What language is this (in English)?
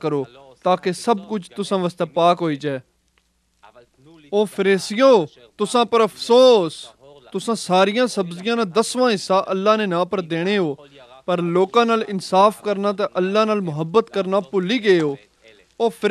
Pahari-Potwari